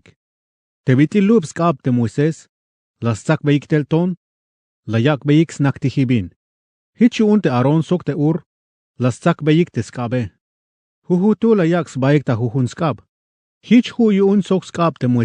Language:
Tzeltal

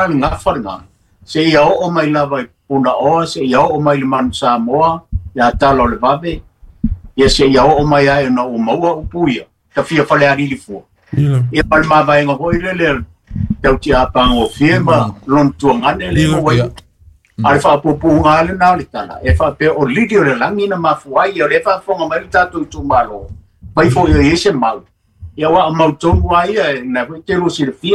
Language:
Samoan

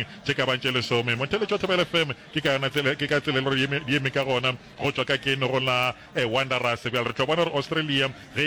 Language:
Northern Sotho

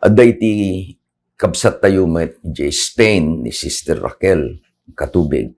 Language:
Iloko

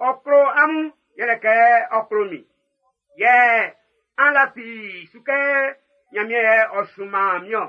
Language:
Baoulé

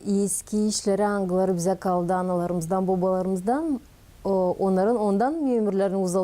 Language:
Gagauz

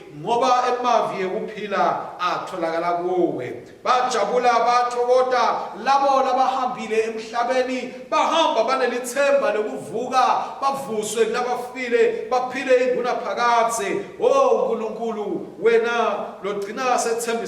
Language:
Swati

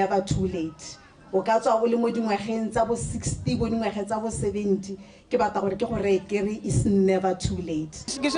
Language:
Tswana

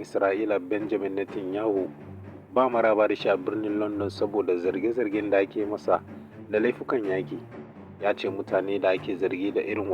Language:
Hausa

